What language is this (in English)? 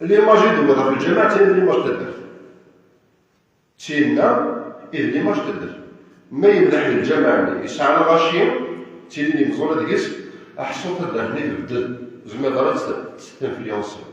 Kabyle